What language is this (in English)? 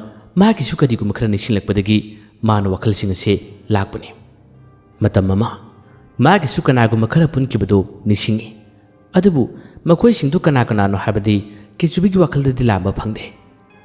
Manipuri